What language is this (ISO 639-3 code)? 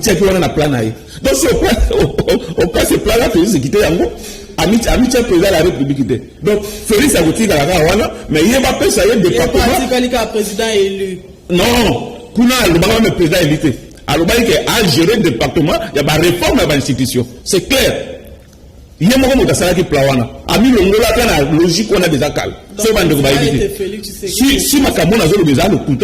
lin